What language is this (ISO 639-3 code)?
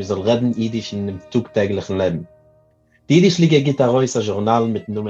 yid